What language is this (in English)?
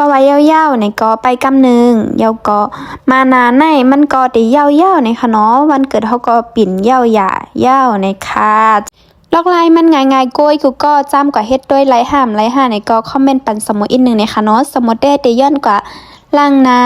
Shan